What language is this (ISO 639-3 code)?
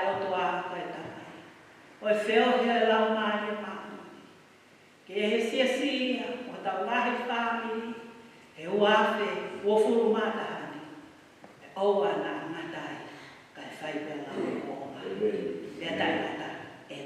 ton